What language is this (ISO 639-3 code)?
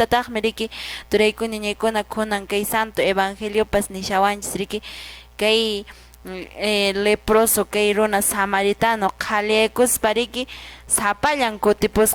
que